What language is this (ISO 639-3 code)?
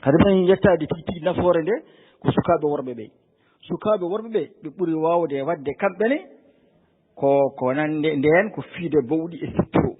ful